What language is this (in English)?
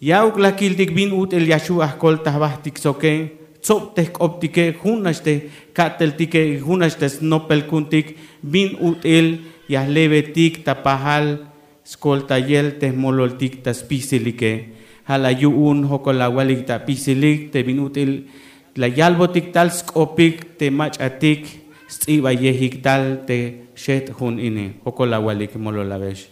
Tzeltal